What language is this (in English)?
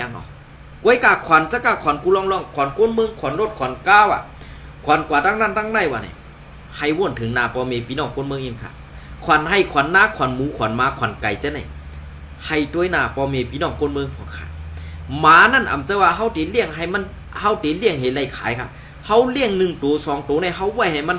Shan